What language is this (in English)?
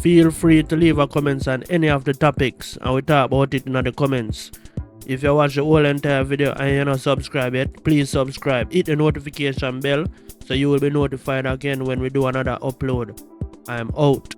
Jamaican Creole English